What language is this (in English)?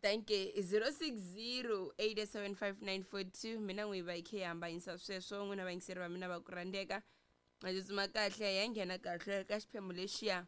Tsonga